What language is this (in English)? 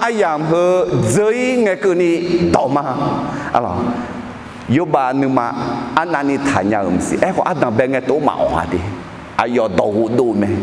Akha